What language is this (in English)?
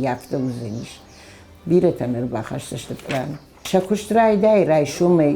Ossetic